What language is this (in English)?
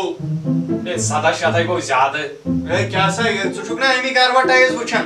Kashmiri